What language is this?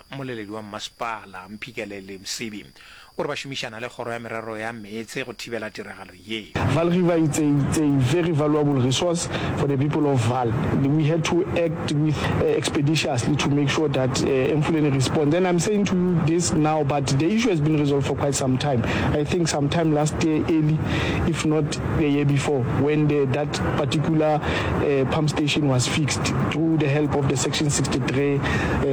Northern Sotho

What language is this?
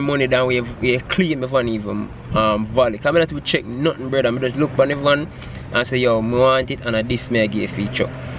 Jamaican Creole English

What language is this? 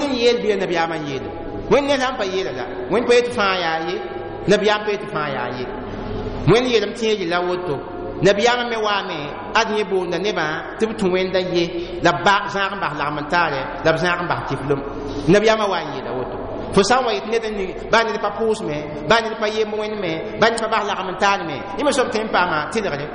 Mossi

